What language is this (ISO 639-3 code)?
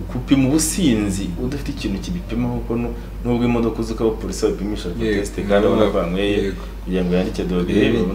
kin